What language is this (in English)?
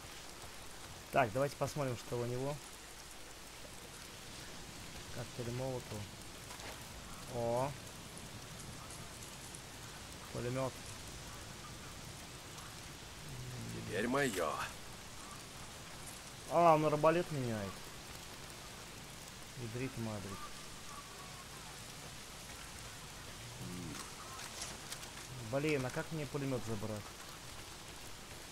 Russian